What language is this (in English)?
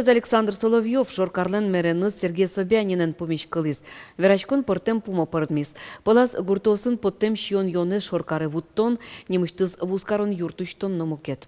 Udmurt